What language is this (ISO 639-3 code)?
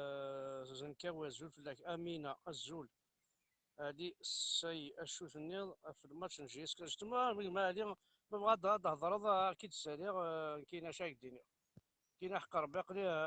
kab